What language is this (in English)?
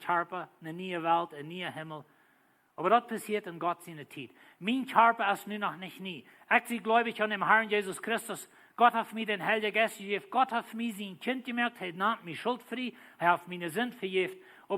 Plautdietsch